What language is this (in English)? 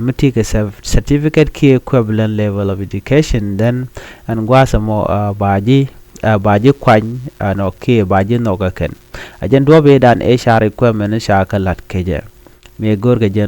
Nuer